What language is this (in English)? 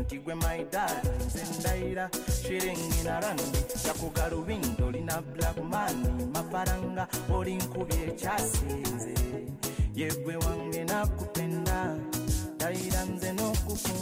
Kinyarwanda